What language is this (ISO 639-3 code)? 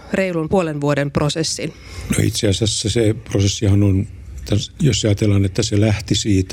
fin